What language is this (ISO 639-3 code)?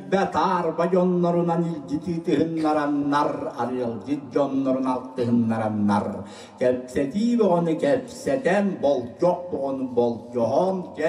sah